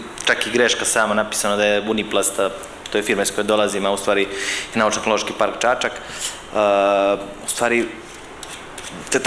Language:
Serbian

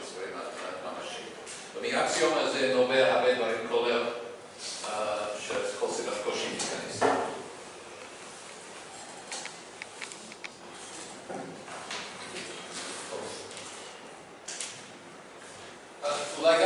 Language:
Hebrew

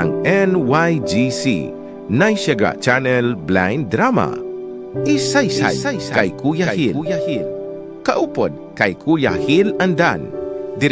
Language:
Hiligaynon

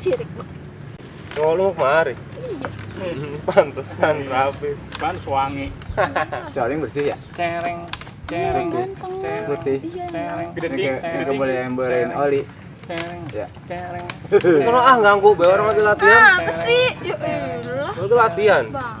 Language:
Betawi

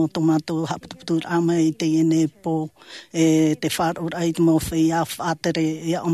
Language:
Tahitian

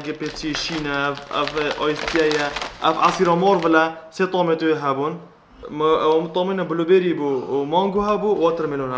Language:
Kurdish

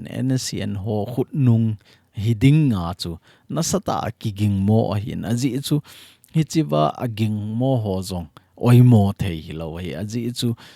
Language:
Thado Chin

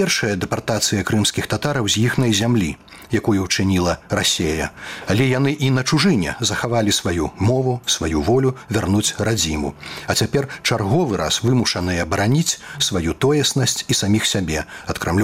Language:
Belarusian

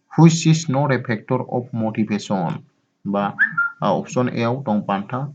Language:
Bodo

